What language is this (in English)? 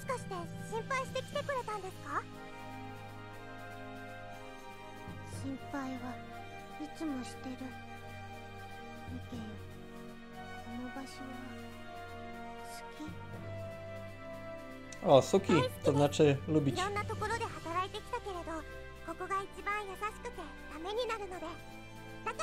Polish